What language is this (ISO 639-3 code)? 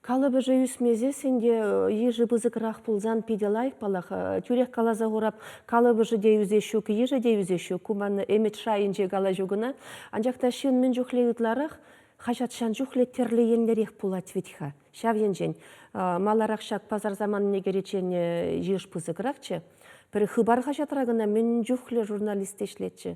chv